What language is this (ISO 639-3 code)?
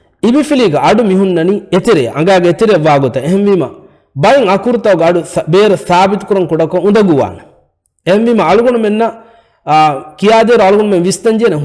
div